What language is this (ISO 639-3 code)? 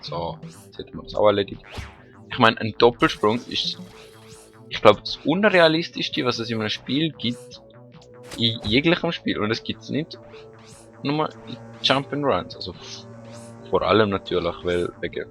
gsw